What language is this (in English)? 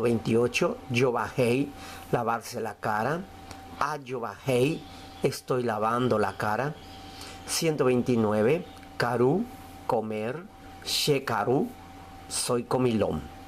Guarani